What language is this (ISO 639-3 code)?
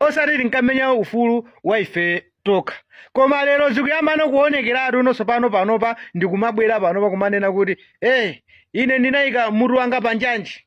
nya